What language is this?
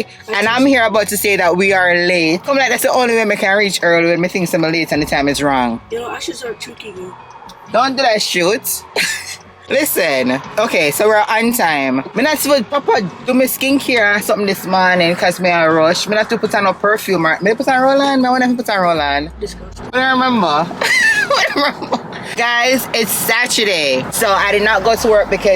Jamaican Creole English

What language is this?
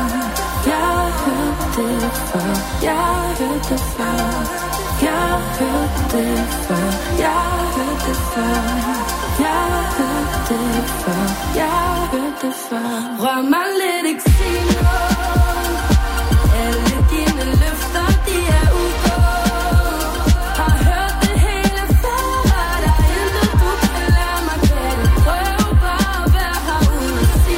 Danish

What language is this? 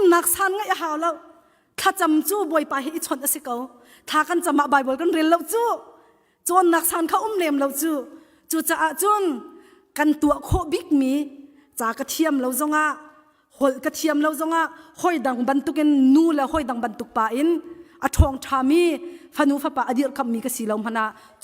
Hakha Chin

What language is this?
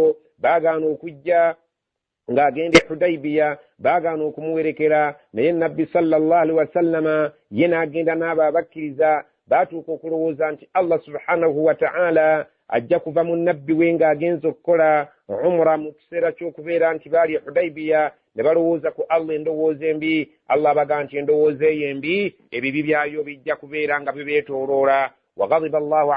Ganda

